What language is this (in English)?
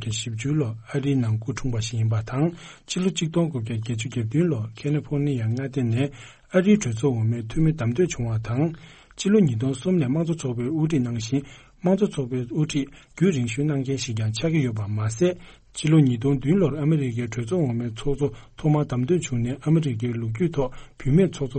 Tibetan